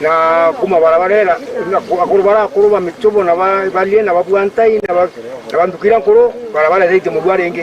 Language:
Meru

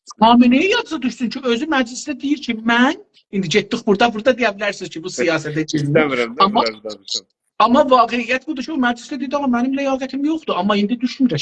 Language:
South Azerbaijani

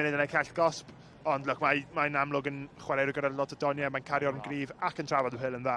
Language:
Welsh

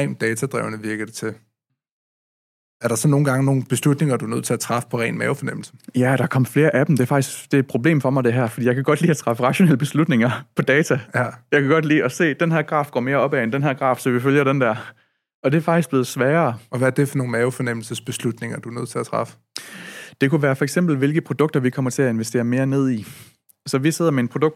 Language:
Danish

